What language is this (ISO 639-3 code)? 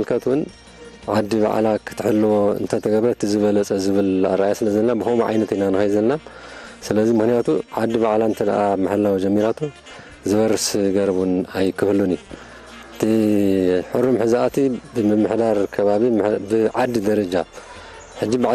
tir